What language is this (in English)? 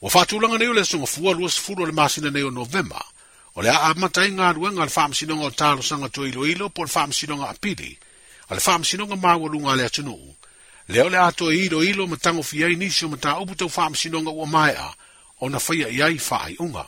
Samoan